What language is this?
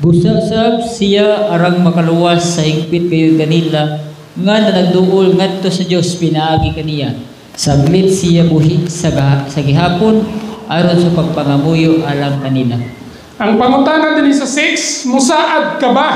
Cebuano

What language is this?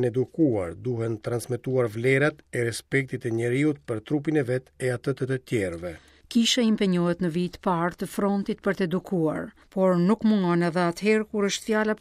Albanian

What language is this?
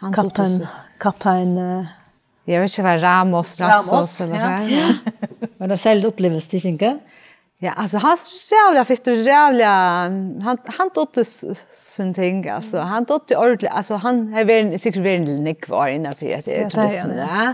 Faroese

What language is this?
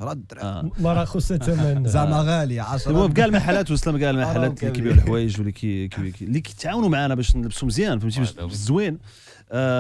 Moroccan Arabic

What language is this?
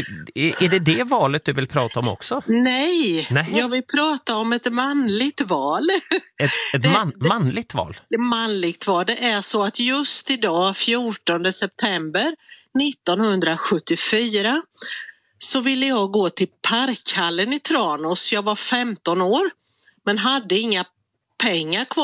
Swedish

